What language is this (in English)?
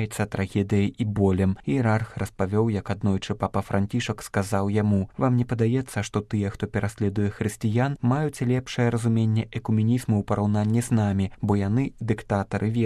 Belarusian